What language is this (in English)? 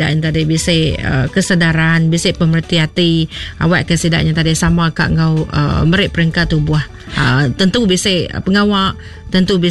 Iban